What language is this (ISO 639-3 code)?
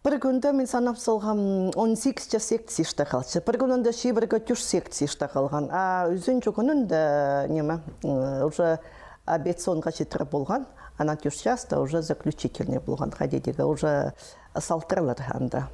kjh